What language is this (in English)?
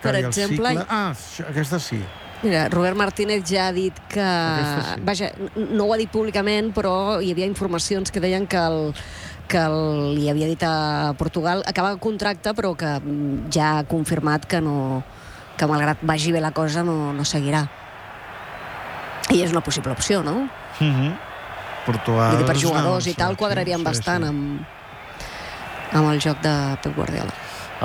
Catalan